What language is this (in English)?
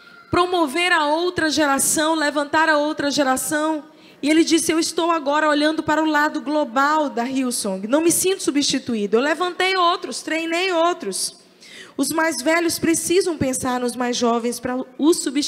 Portuguese